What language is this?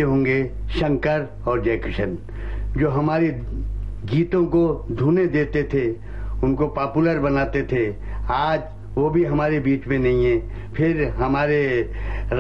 Hindi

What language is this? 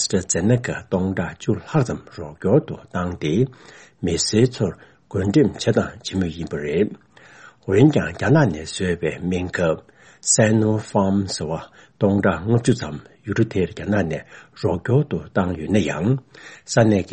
Tibetan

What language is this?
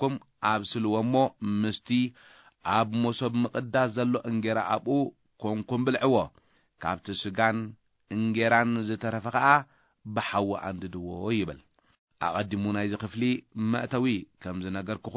Tigrinya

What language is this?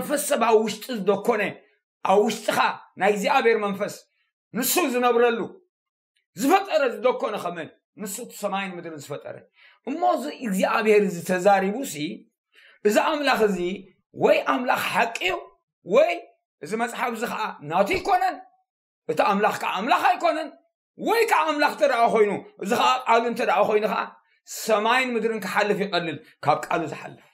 Tigrinya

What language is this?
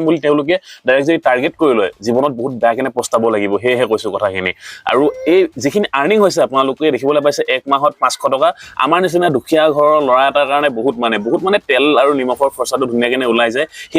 Assamese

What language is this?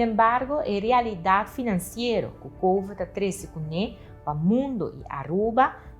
Papiamento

